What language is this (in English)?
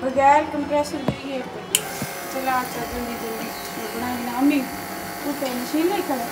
Saraiki